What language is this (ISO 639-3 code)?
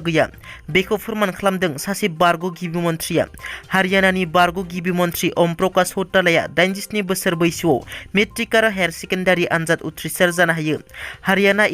brx